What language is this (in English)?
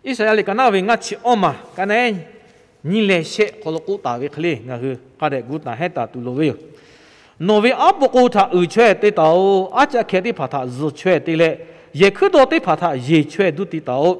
Lahu